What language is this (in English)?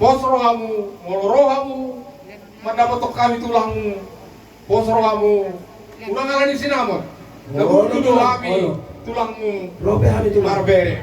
Batak Toba